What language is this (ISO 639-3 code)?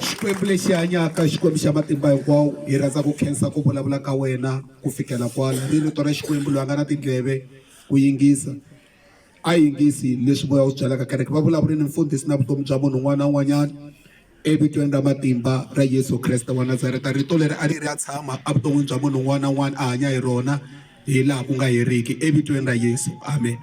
tso